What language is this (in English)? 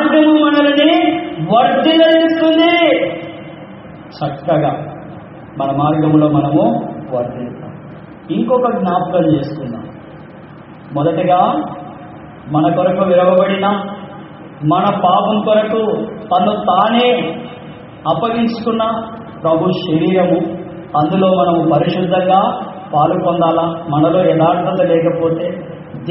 Telugu